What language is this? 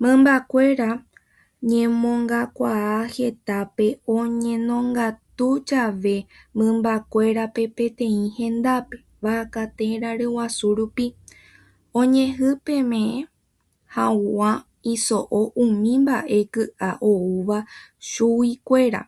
Guarani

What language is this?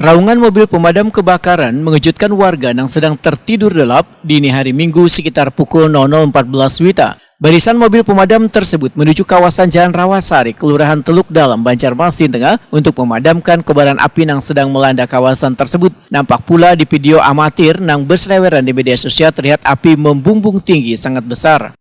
Banjar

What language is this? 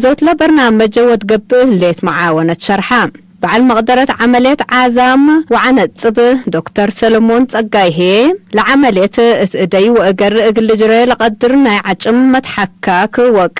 Tigre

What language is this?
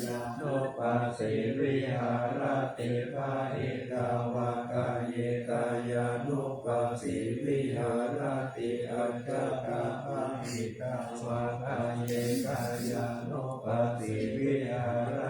Pali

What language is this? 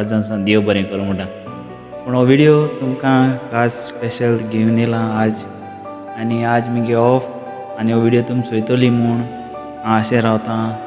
Konkani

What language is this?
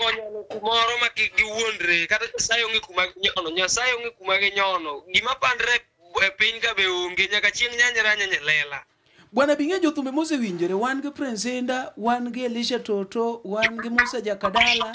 Luo (Kenya and Tanzania)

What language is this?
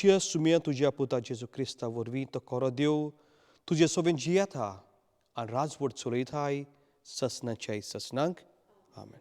Konkani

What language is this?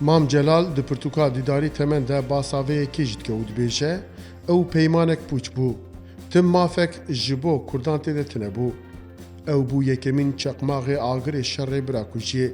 Kurdish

